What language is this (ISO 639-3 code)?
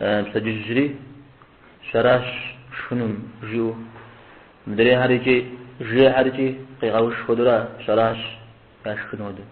kbd